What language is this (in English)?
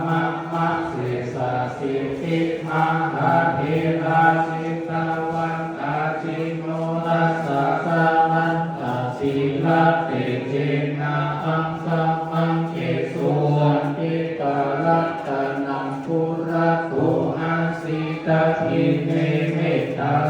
Pali